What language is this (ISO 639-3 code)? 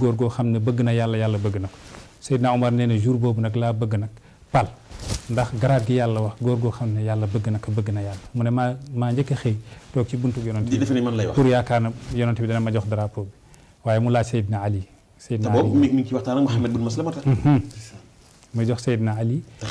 wol